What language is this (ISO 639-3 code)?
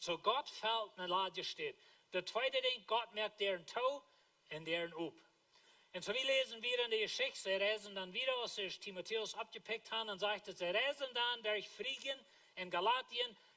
pdt